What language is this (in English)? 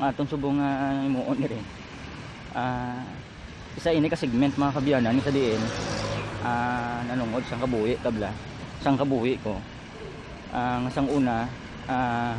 Hiligaynon